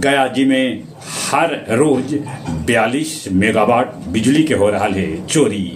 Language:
Magahi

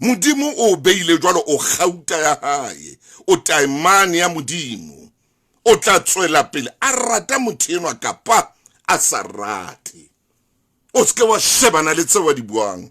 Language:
Southern Sotho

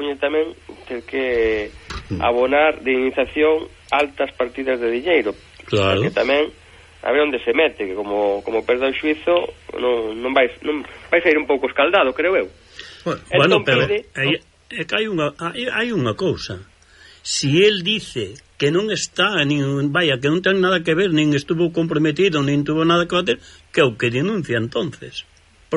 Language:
Galician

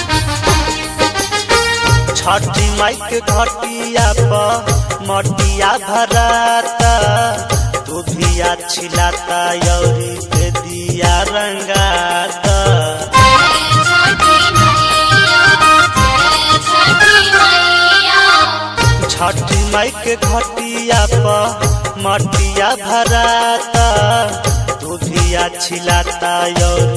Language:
Bhojpuri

